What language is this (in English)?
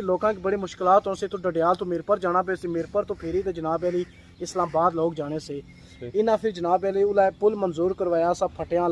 Pahari-Potwari